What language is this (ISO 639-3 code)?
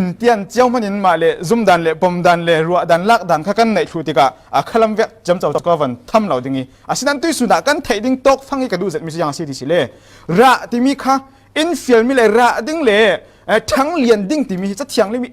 cfm